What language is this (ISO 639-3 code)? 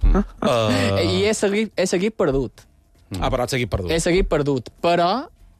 cat